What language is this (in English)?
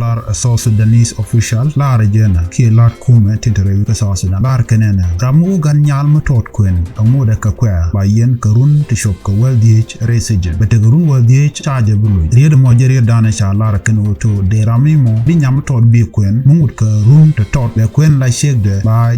Nuer